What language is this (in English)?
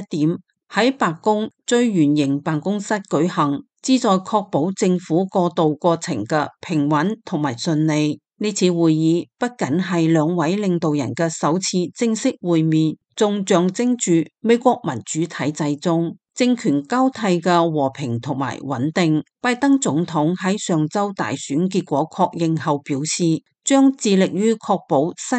Cantonese